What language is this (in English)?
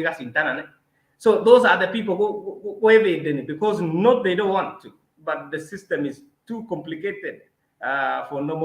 Kalenjin